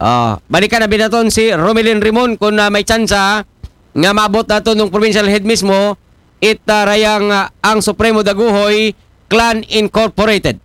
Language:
Aklanon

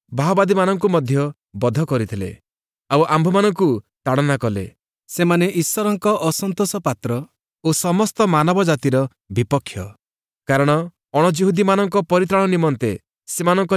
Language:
Odia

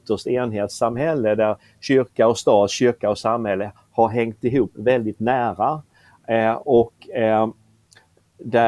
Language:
Swedish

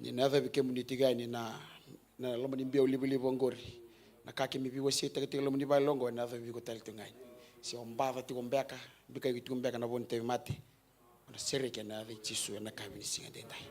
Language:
Fijian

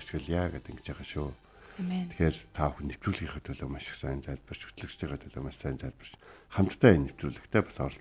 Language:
Mongolian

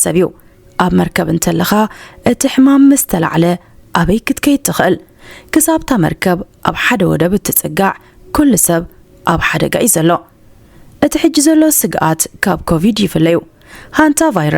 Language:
Tigrinya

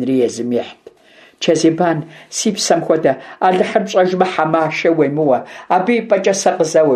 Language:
Kabardian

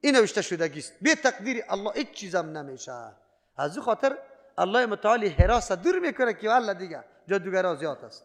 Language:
Persian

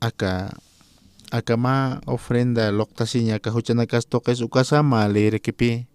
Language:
Aymara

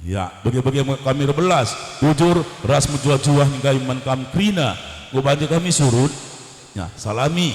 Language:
Batak Karo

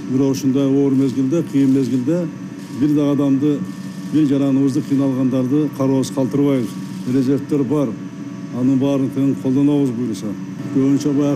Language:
Kyrgyz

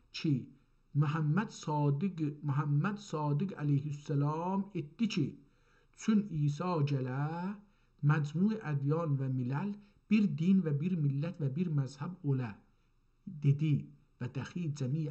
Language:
South Azerbaijani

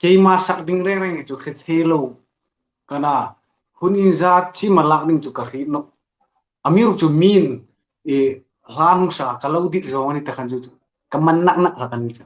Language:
Hmar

